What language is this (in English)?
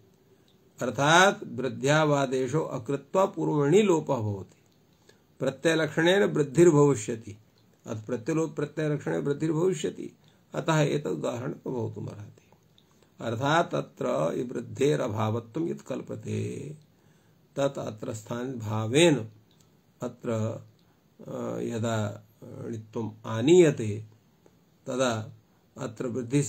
Sanskrit